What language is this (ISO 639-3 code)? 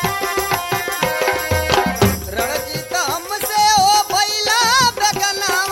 bho